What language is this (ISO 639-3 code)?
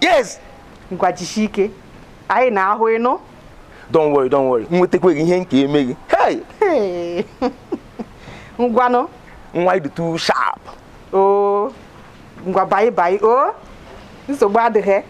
ibo